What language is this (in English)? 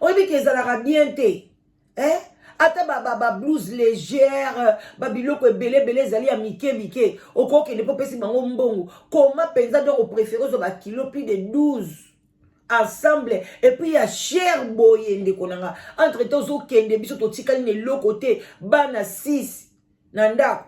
Lingala